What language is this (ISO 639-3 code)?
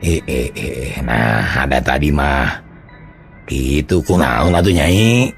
sun